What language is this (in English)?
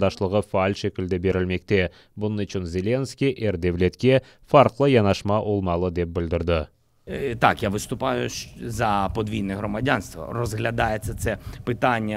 Crimean Tatar